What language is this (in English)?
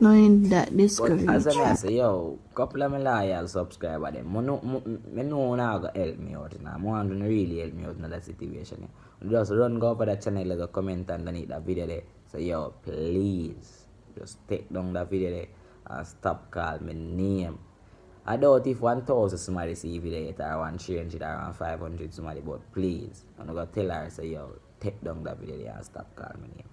Jamaican Creole English